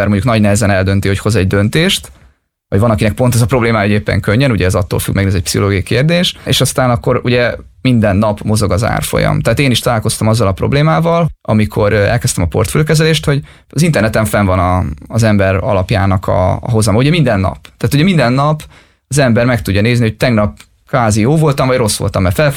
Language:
Hungarian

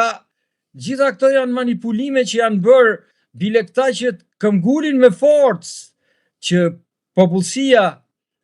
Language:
Albanian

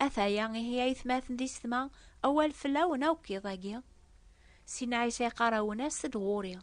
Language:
Kabyle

